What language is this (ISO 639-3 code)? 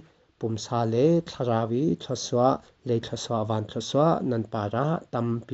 cfm